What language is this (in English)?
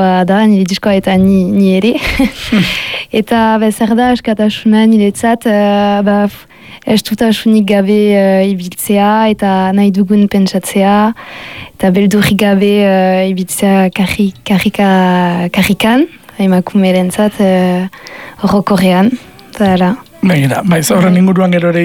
Basque